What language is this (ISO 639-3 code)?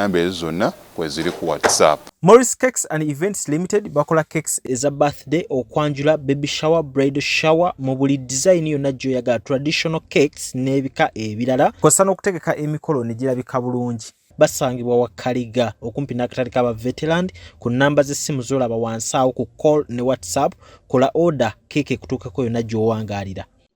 lug